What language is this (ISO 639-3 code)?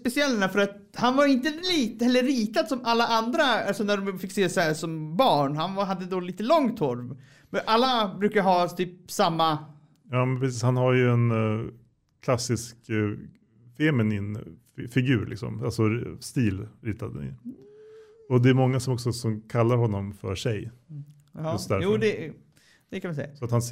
swe